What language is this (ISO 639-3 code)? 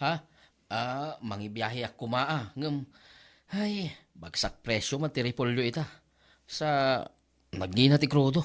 ilo